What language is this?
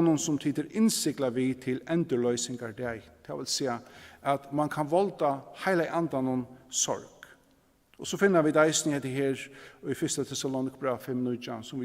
Faroese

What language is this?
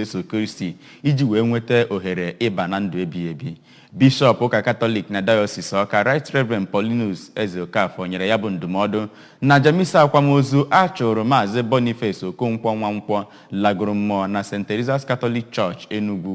Igbo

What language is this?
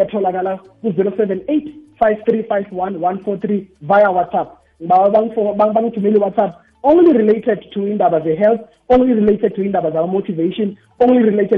South Ndebele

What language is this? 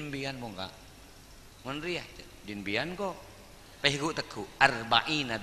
Madurese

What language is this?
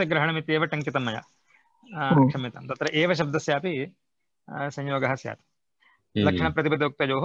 Sanskrit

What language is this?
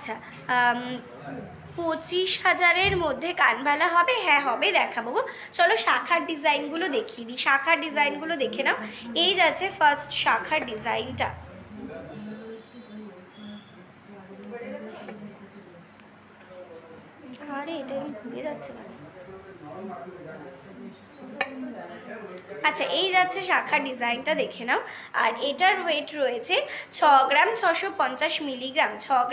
Bangla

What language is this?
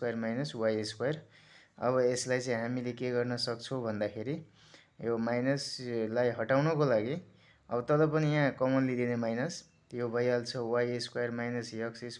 Nepali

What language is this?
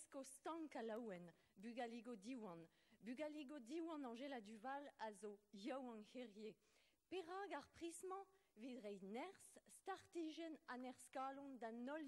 Breton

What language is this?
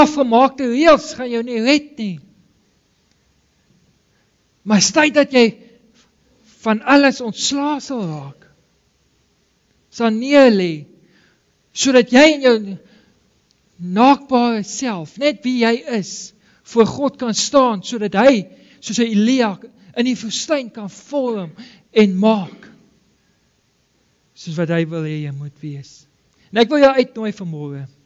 Afrikaans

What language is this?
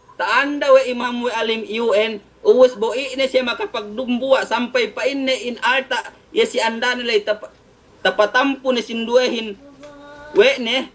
Yakan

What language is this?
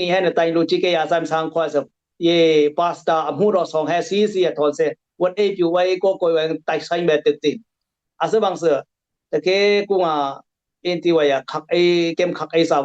Dimasa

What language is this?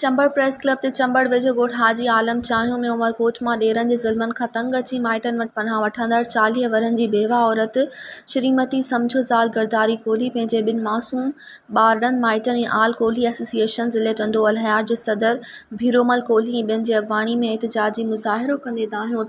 Sindhi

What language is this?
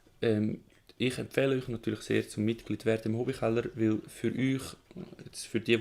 Swiss German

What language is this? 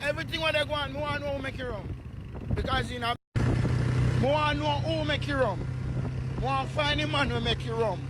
Jamaican Creole English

